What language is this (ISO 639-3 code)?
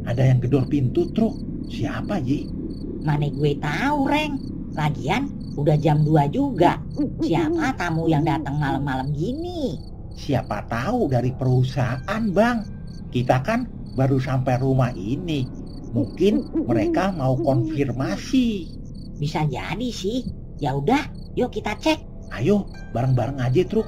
bew